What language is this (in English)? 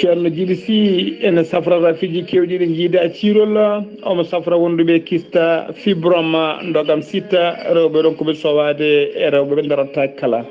Fula